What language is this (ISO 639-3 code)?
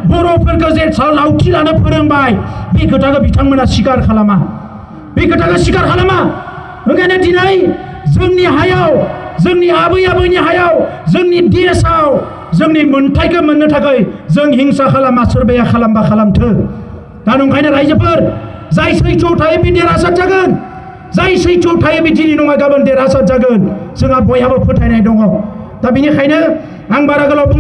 brx